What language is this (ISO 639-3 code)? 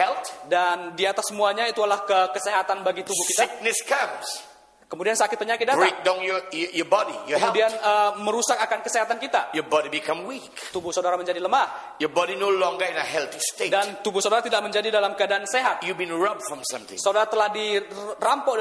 ind